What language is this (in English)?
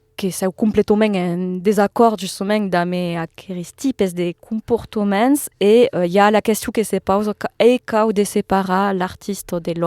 Occitan